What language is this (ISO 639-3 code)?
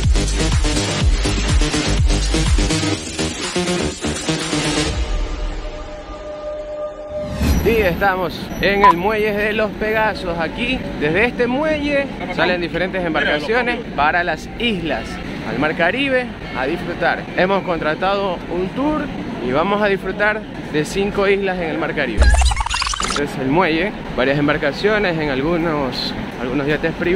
spa